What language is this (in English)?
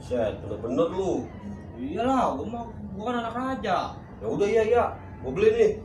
Betawi